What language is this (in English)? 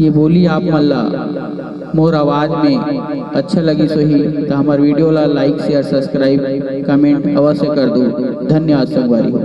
Chhattisgarhi